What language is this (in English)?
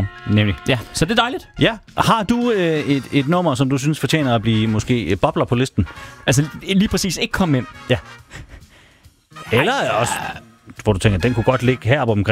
Danish